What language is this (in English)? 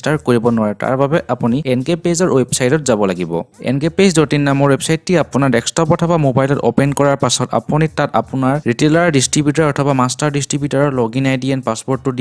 Assamese